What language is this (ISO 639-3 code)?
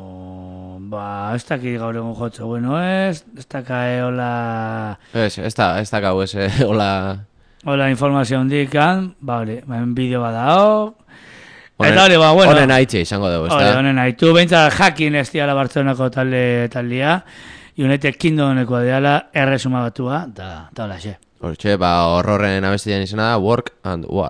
eus